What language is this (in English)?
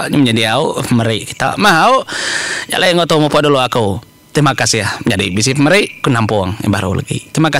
Iban